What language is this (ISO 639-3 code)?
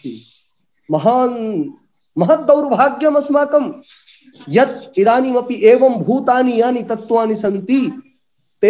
san